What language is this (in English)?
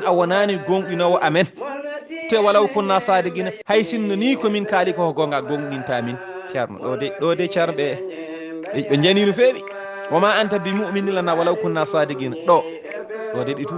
Fula